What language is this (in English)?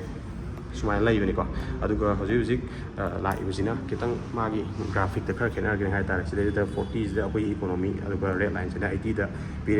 Manipuri